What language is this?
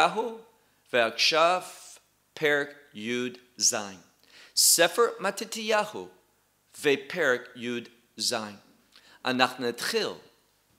Hebrew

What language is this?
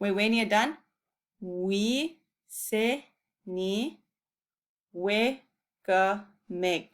Chippewa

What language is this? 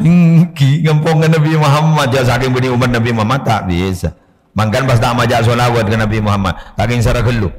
Madurese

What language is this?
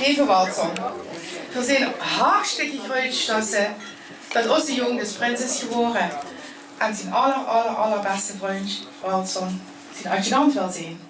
Limburgish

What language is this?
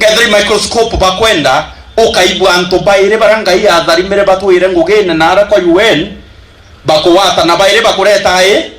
Meru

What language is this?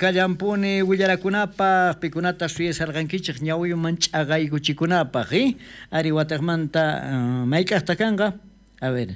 South Bolivian Quechua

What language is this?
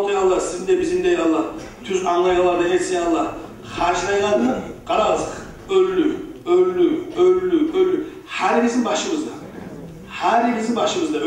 Kumyk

